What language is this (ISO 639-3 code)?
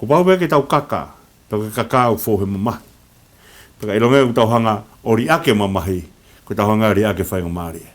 ton